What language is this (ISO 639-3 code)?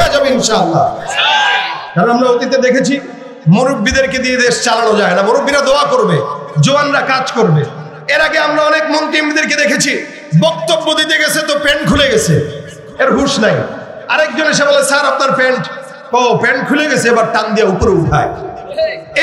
ben